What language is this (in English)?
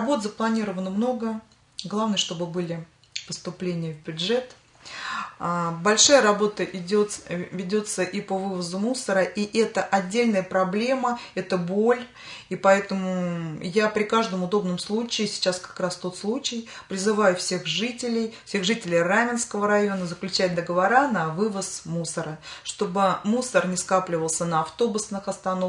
Russian